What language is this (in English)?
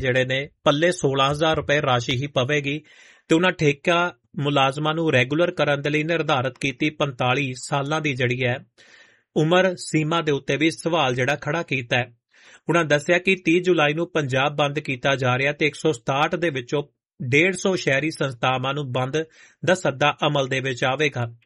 Punjabi